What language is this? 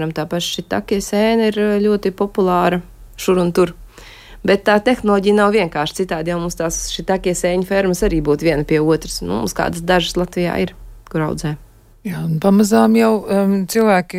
Latvian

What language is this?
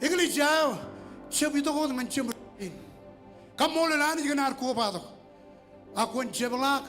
Marshallese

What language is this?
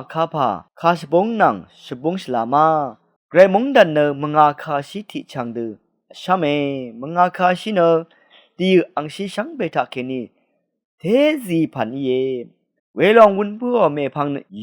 Rawang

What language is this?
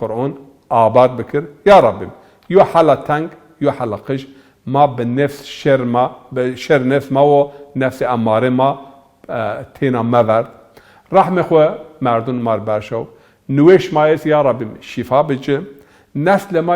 Zaza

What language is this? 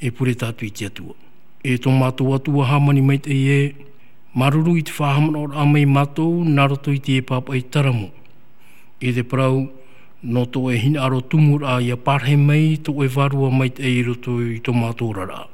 Tahitian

